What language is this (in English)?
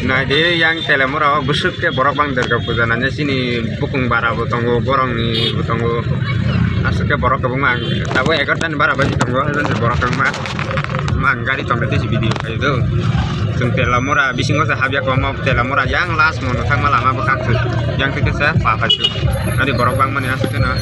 Kok Borok